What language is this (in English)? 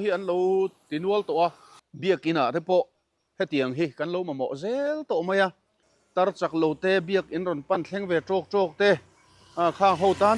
Mizo